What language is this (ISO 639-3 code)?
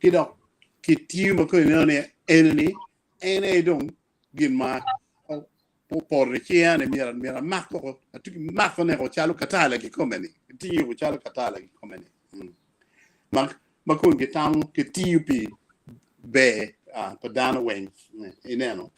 ach